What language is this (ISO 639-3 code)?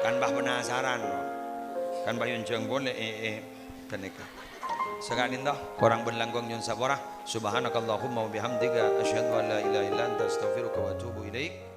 mad